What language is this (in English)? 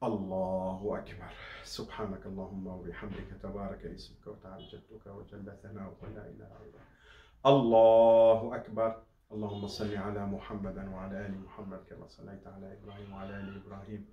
Kurdish